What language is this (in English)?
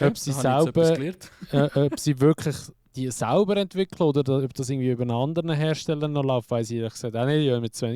Swiss German